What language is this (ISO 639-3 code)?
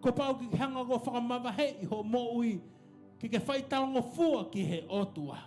ton